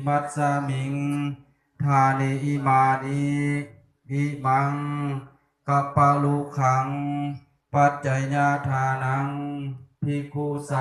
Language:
Pali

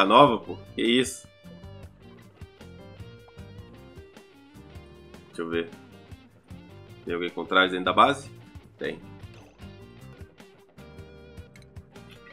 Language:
Portuguese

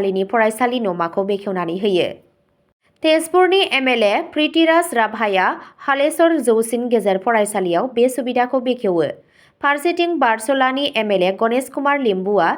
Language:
Bodo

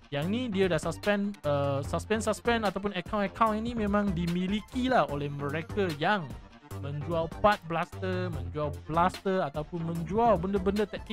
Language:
Malay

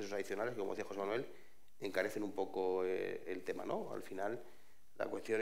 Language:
Spanish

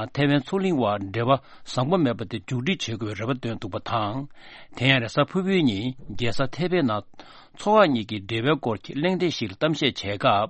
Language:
Tibetan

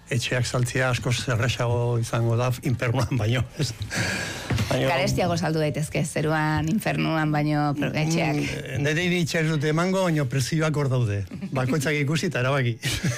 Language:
Basque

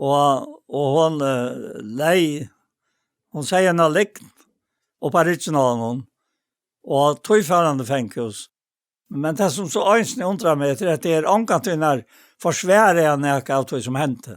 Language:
Faroese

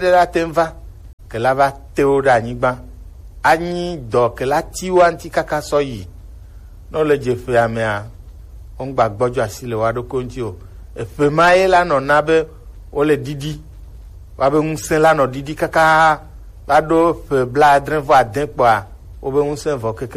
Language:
Gen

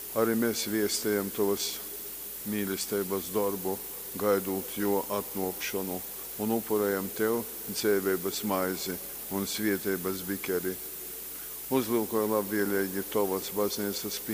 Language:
Latgalian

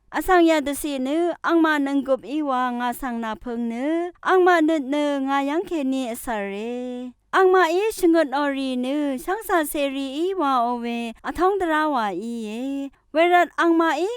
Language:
Rawang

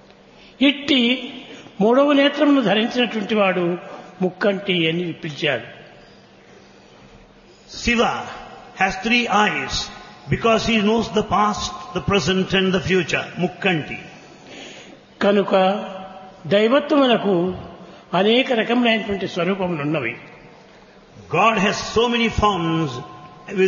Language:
Telugu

